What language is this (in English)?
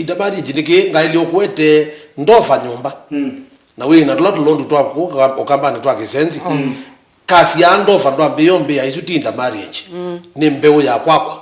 Kamba